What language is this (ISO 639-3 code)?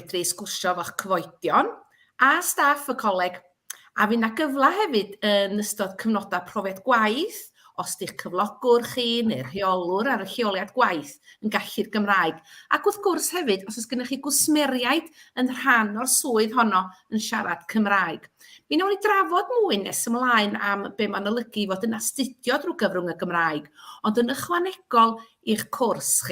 cym